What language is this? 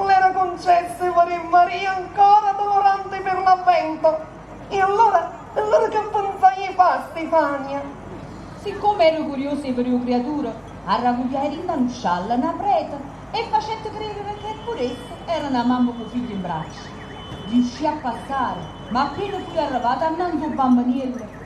Neapolitan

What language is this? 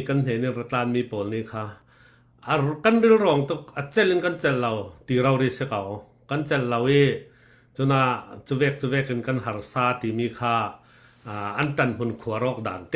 Falam Chin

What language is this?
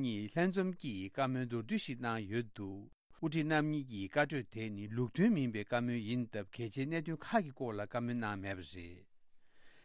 Tibetan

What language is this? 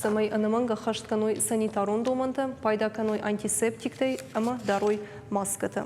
Ossetic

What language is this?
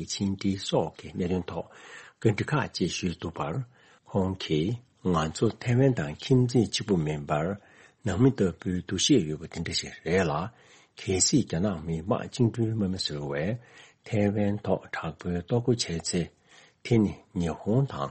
Tibetan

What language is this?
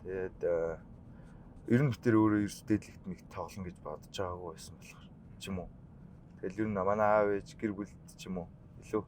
Mongolian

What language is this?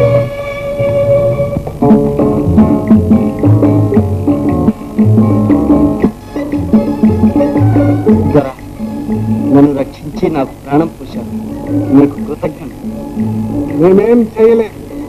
Telugu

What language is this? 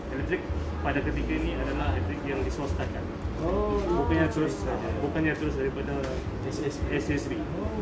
Malay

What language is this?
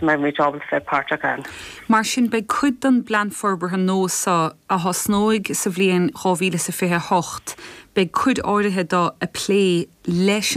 Irish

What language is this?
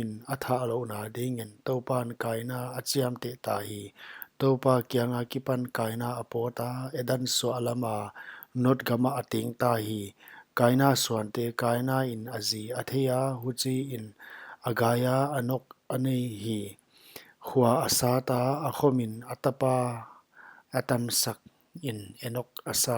Paite Chin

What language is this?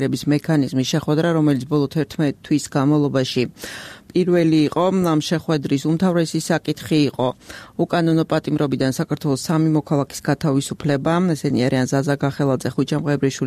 Georgian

